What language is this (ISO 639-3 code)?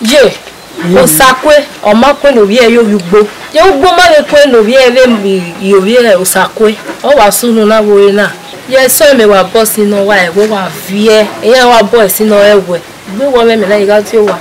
bin